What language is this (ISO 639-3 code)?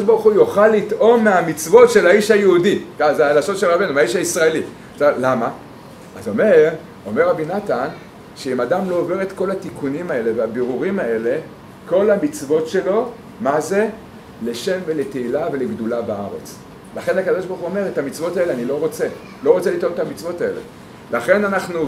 heb